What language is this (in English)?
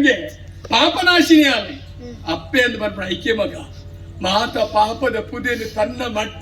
Tulu